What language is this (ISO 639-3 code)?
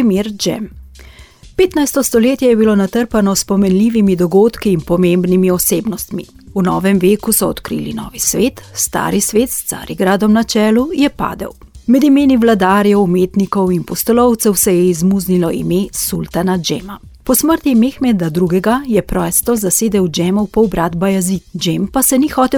slv